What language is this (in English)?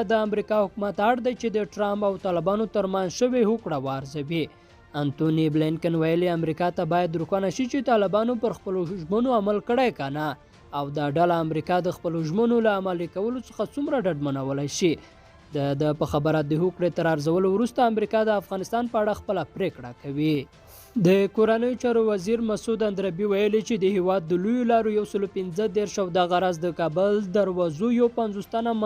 Pashto